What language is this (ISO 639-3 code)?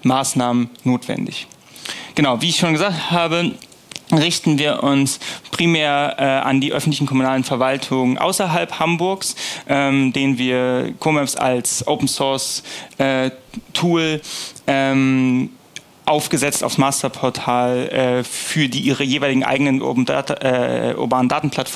deu